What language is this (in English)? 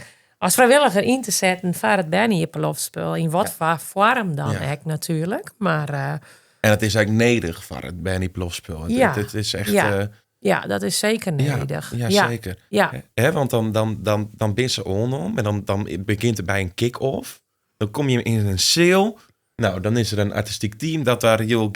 Western Frisian